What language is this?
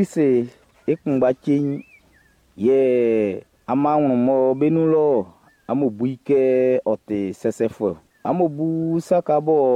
Baoulé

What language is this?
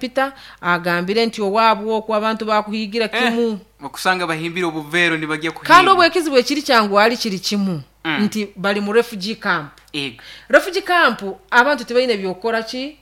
Nyoro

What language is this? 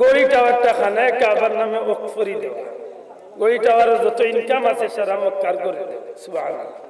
Sylheti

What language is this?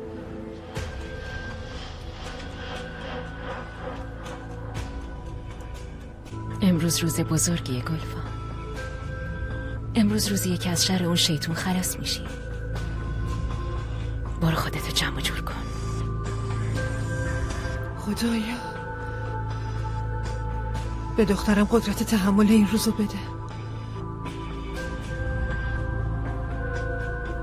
Persian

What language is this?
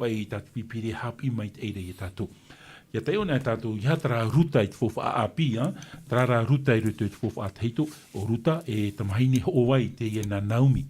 Tahitian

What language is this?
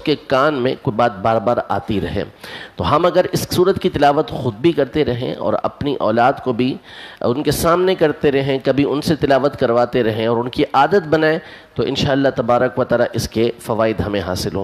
Urdu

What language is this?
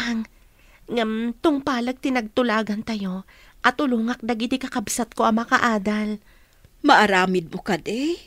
Iloko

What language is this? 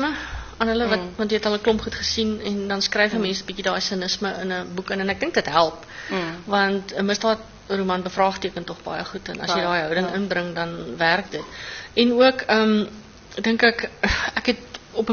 Afrikaans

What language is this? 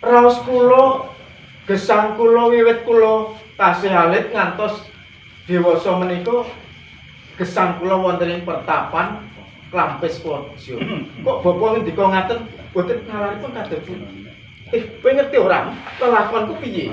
Javanese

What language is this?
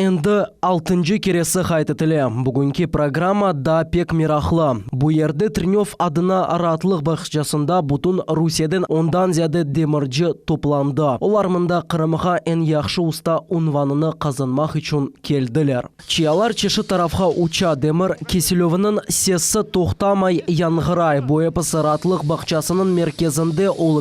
Crimean Tatar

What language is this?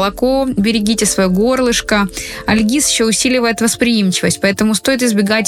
Russian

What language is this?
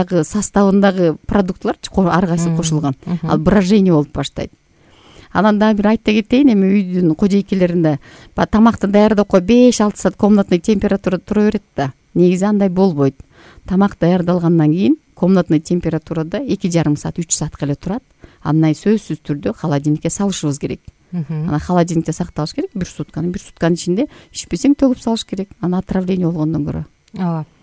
Kyrgyz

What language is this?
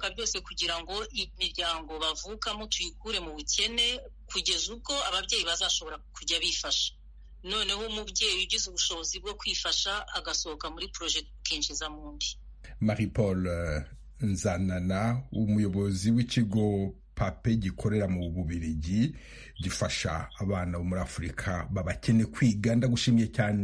Kinyarwanda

